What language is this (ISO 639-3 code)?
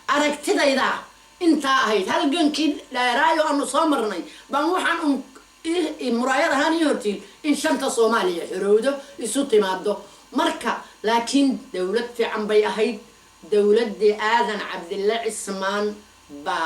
som